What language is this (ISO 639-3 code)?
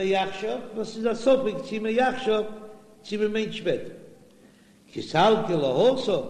yid